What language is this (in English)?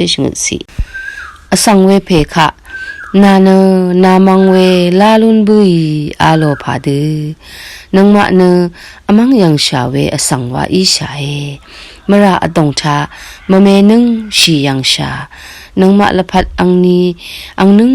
Rawang